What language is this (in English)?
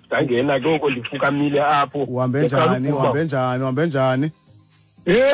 Xhosa